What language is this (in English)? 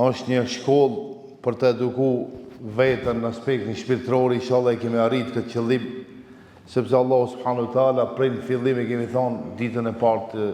Albanian